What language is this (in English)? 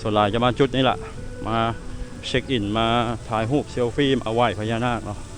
Lao